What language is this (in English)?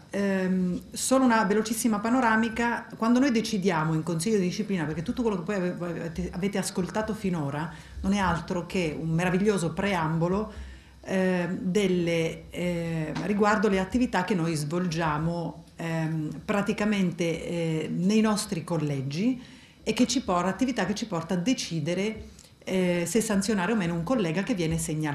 Italian